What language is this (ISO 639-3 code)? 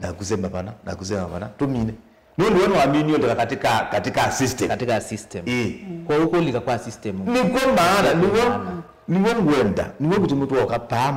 kam